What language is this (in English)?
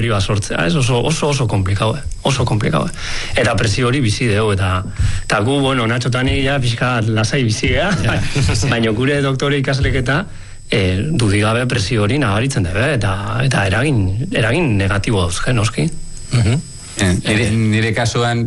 Basque